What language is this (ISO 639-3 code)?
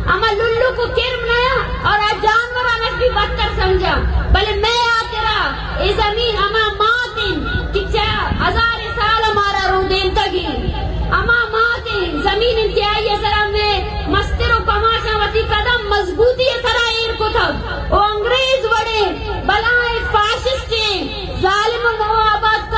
bal